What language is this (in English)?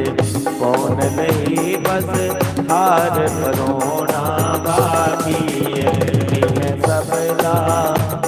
Dogri